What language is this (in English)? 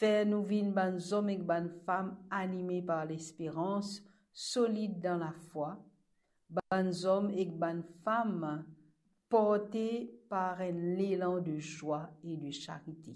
Morisyen